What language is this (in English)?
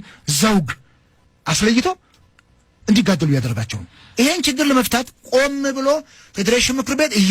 Amharic